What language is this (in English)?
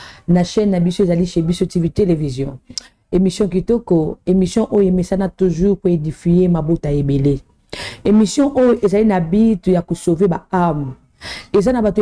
Lingala